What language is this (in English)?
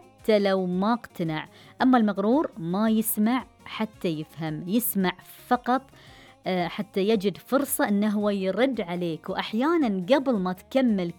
Gulf Arabic